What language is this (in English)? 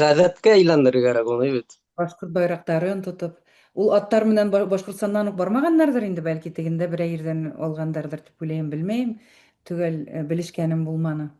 Bashkir